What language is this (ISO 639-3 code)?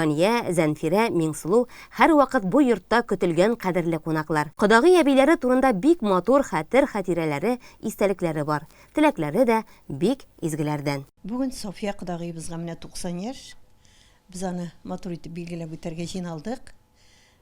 tat